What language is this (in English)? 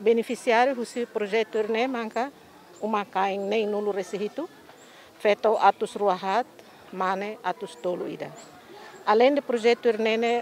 Tetum